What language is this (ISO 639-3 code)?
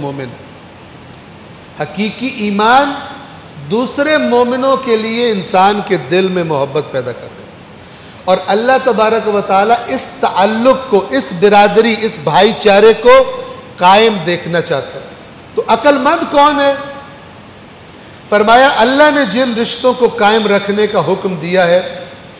urd